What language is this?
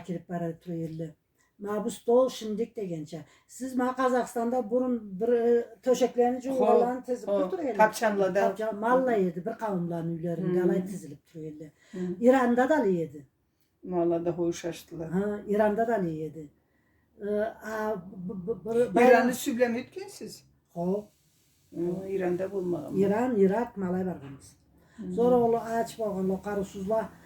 Karachay-Balkar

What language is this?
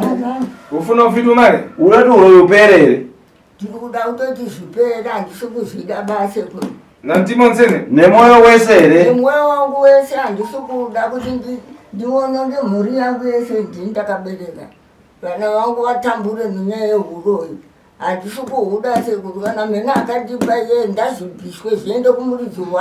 Shona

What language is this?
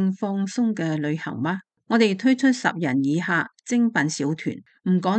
Cantonese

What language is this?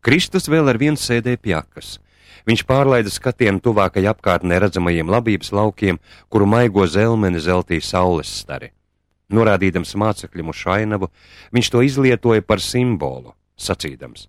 Latvian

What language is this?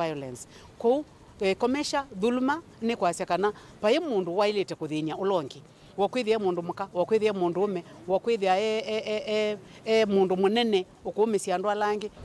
Kamba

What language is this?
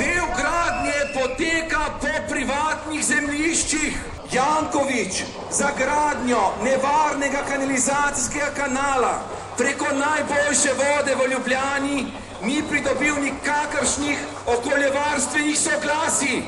Slovenian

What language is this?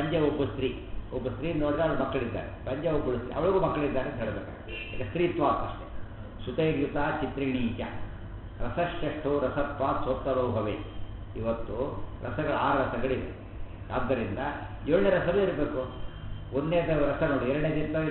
Kannada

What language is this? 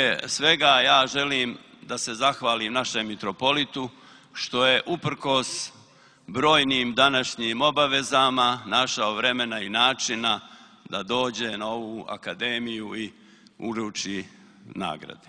Serbian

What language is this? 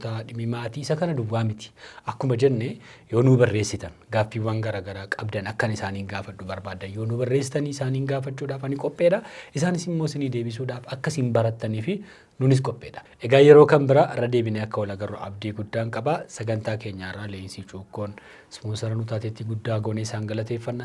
Oromo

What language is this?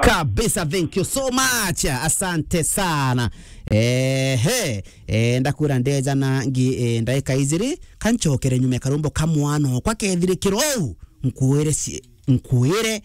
Meru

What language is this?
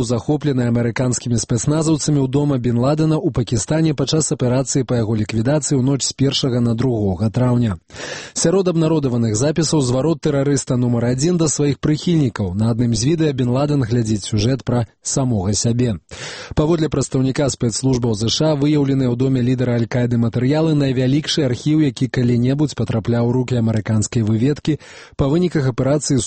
Belarusian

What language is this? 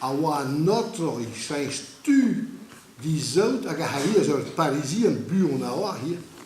Breton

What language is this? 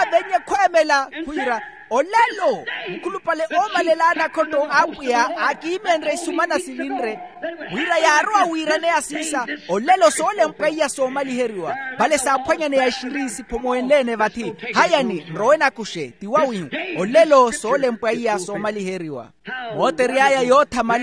Makhuwa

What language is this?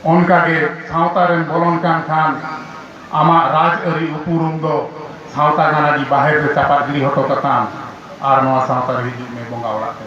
Santali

